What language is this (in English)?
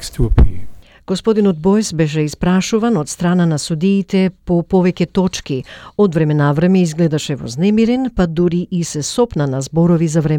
Macedonian